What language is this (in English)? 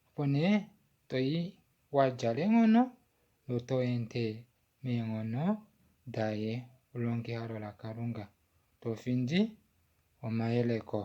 Kuanyama